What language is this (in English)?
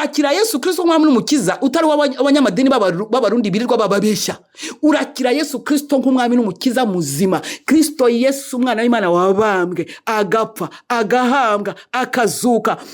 Kinyarwanda